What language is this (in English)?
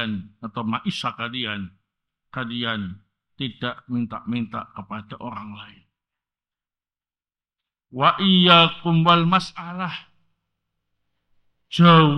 Indonesian